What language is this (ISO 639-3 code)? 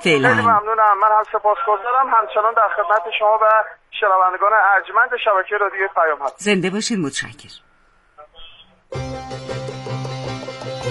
fas